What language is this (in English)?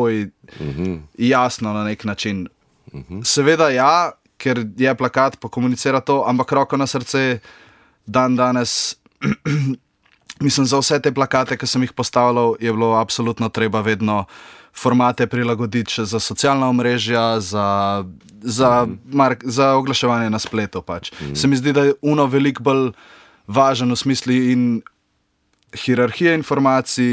Slovenian